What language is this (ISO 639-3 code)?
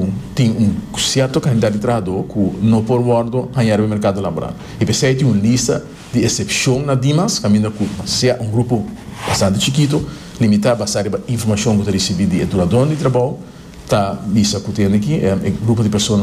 pap